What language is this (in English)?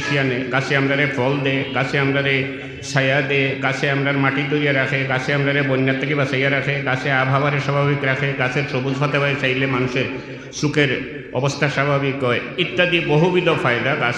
Sylheti